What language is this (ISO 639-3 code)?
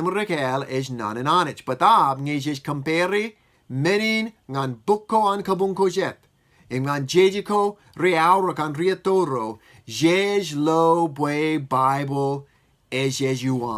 mah